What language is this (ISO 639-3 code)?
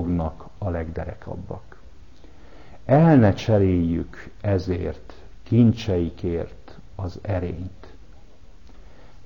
hun